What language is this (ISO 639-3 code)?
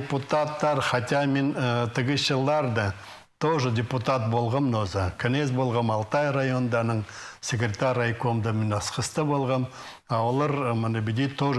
kjh